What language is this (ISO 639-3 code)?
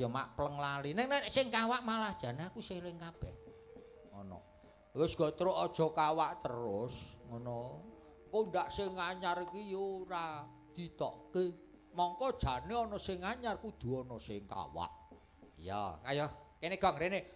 jav